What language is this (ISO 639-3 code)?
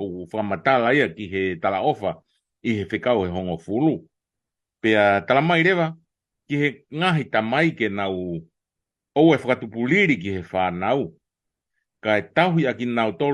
ton